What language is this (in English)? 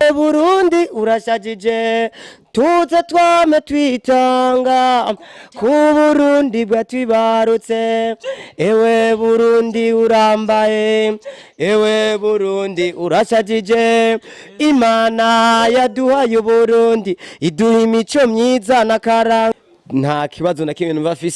Rundi